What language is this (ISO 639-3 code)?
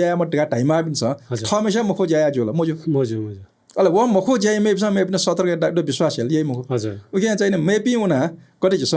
new